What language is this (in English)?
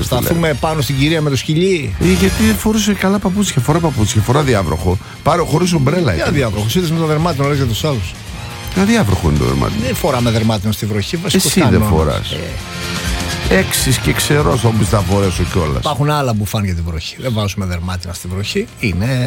Greek